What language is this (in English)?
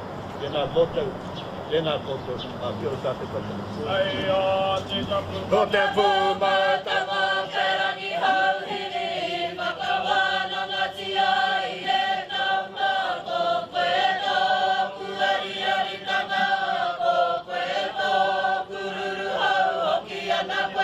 Māori